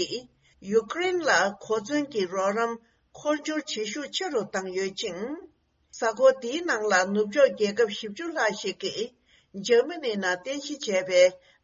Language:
Tibetan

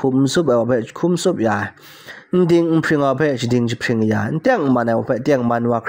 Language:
Kachin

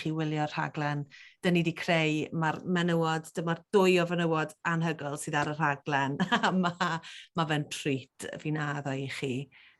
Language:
Welsh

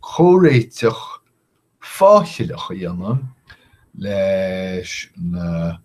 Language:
Irish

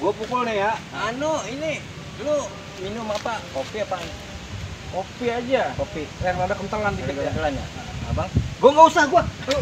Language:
Betawi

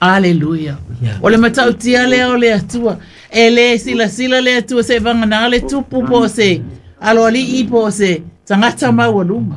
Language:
Samoan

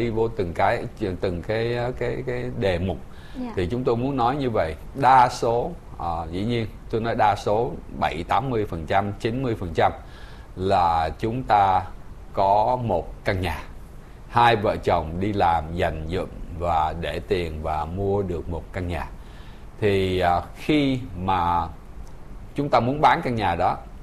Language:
Vietnamese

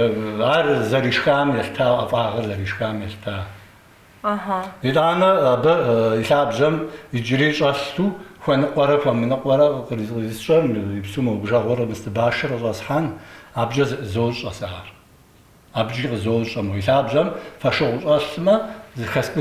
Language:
Kabardian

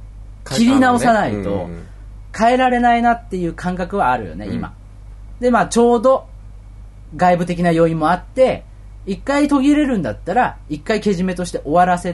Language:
Japanese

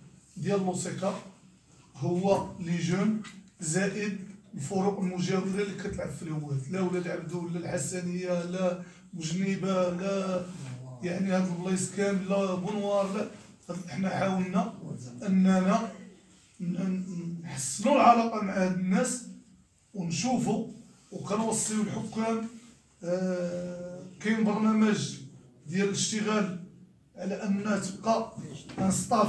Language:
Moroccan Arabic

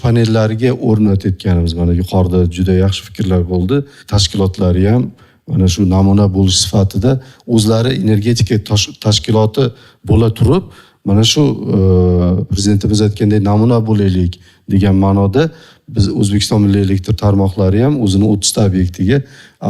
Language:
Uzbek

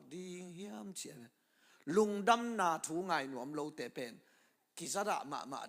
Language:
Tedim Chin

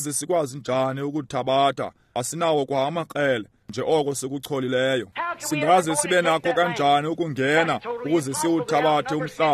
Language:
Xhosa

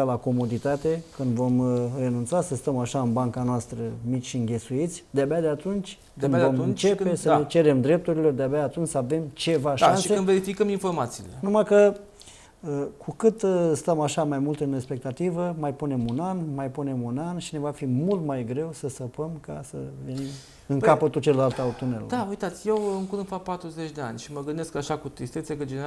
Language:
Romanian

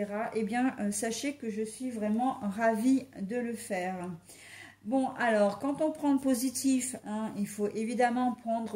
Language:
French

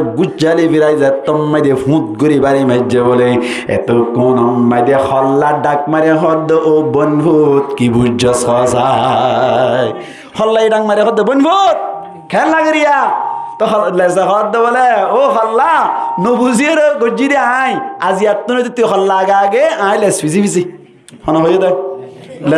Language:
Rohingya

